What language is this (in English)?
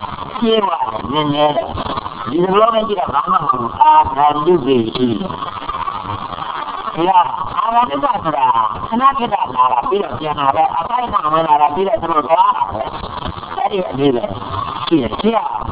Burmese